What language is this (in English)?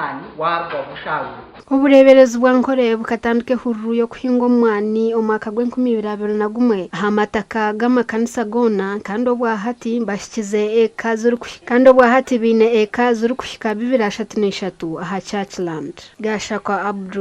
Nyankole